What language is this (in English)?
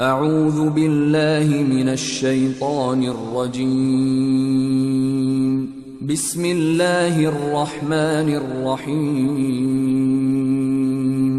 Chechen